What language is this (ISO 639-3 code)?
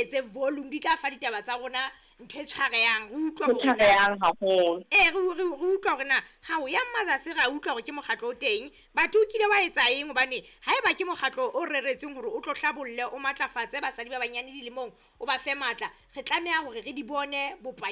sot